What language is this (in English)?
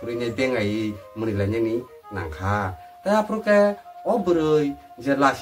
Kok Borok